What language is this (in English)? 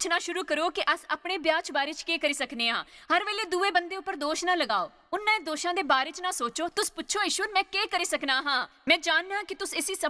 Dogri